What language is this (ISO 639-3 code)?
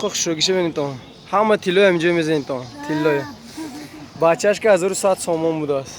tgk